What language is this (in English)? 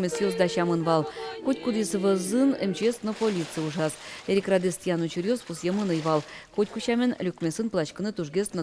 Udmurt